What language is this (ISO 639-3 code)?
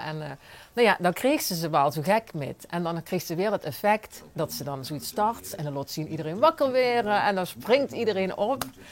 lim